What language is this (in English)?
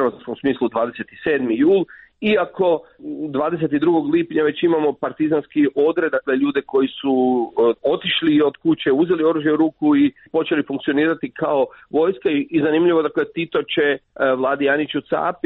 Croatian